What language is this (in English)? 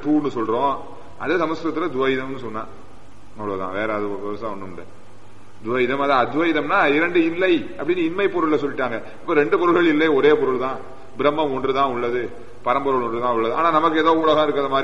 Tamil